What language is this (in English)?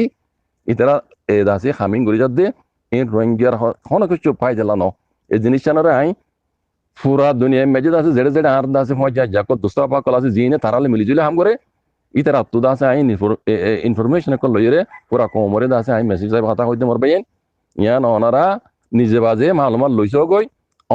Rohingya